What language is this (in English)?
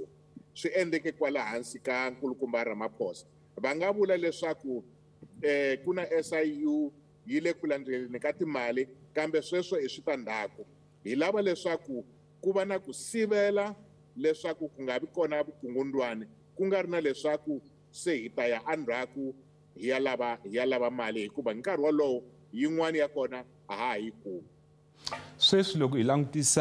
Tsonga